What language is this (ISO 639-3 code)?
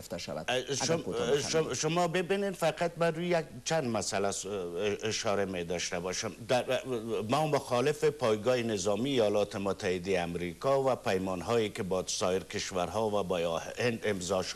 fas